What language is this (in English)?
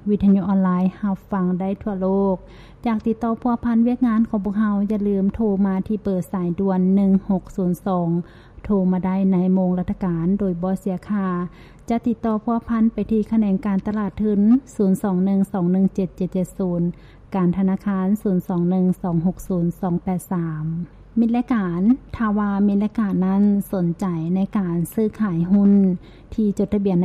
Lao